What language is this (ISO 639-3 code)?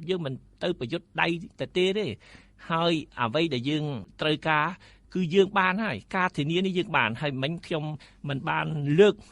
khm